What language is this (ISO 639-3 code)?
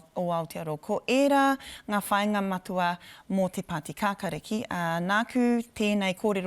mri